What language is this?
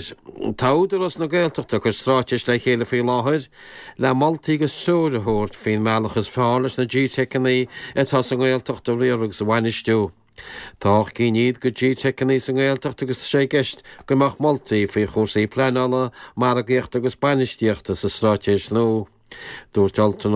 Irish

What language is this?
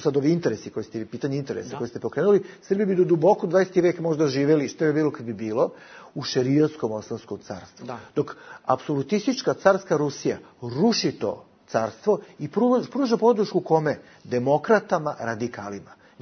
Bosnian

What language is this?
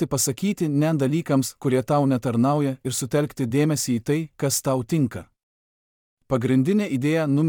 Lithuanian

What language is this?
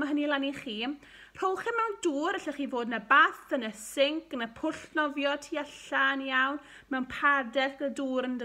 Welsh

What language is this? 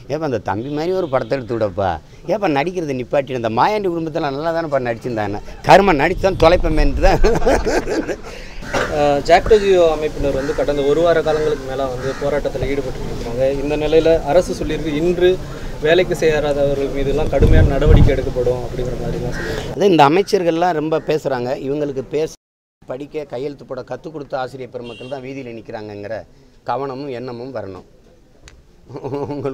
Tamil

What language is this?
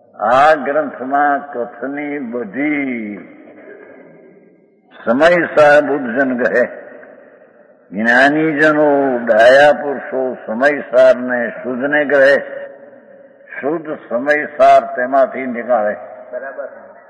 Gujarati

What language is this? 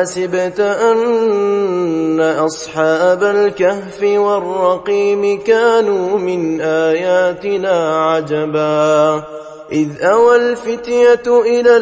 Arabic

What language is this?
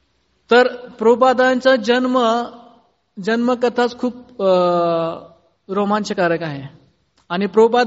Marathi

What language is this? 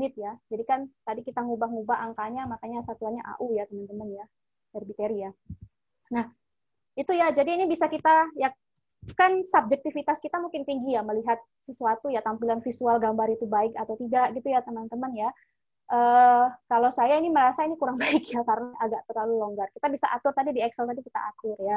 Indonesian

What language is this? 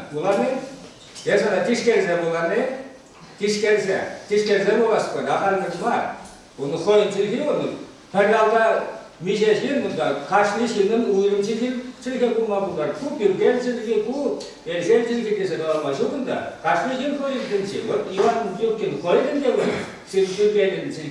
Chuvash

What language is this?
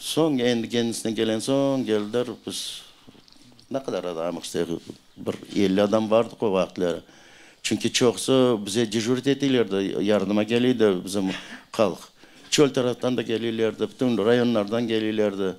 Crimean Tatar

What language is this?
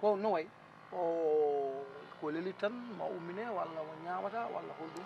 Fula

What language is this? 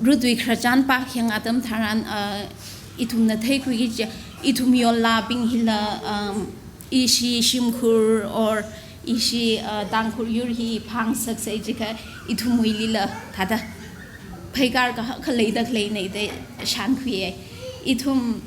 Tangkhul Naga (India)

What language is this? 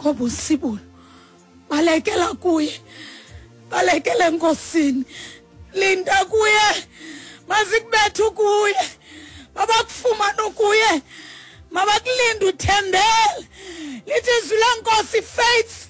Xhosa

